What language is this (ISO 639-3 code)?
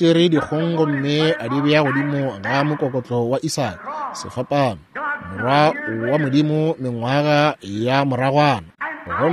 nso